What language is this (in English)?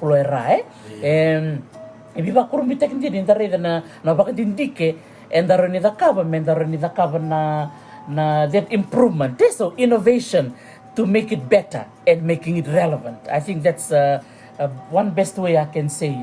Fijian